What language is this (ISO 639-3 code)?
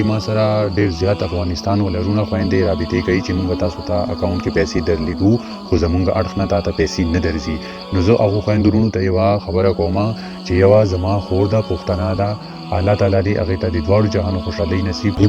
pus